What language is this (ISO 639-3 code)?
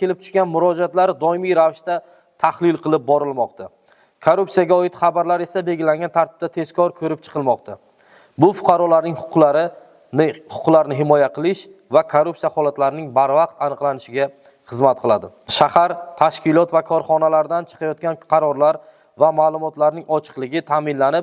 uzb